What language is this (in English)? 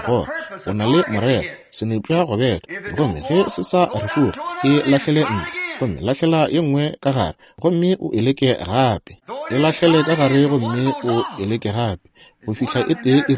Northern Sotho